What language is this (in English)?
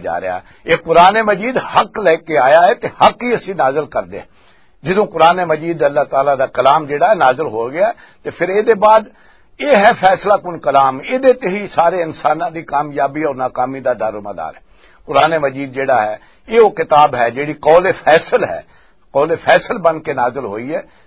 Western Panjabi